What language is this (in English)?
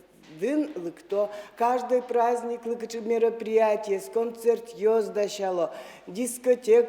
Udmurt